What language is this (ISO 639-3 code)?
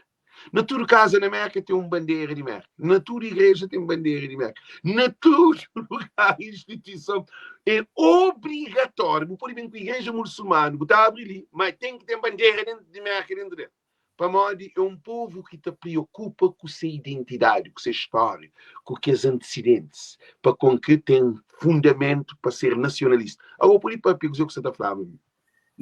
kea